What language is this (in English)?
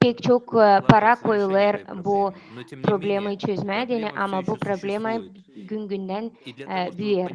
Gagauz